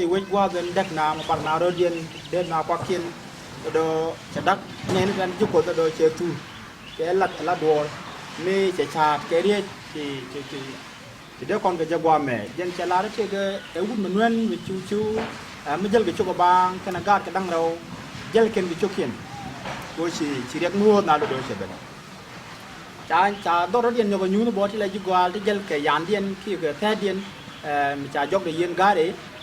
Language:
Nuer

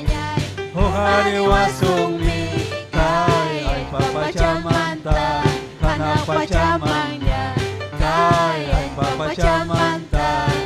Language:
Ayacucho Quechua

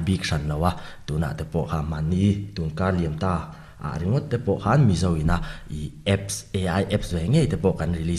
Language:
Mizo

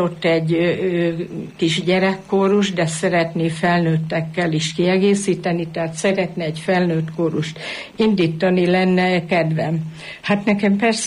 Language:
Hungarian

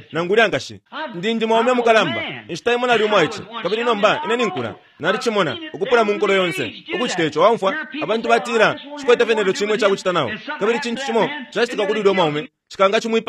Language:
Bemba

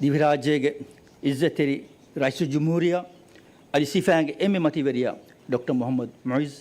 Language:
Divehi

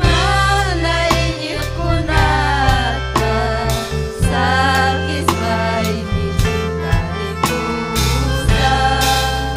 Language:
Ayacucho Quechua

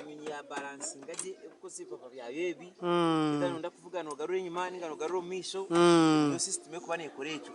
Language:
Nyankole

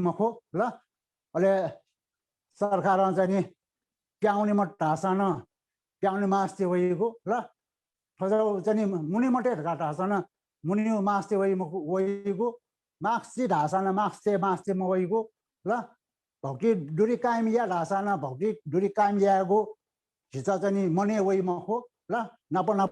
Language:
Newari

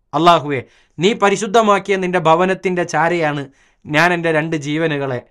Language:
Malayalam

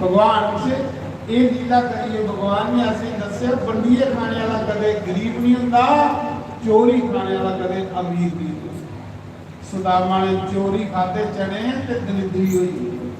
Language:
Dogri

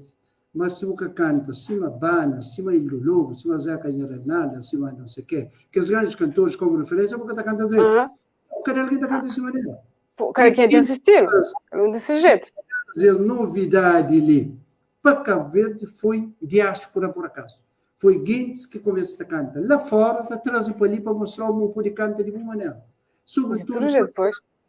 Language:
Kabuverdianu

